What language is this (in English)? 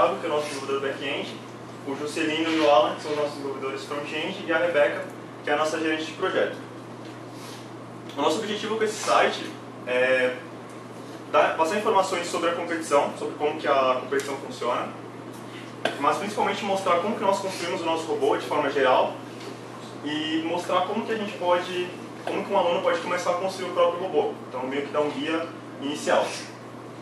Portuguese